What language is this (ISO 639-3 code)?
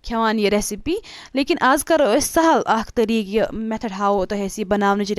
kas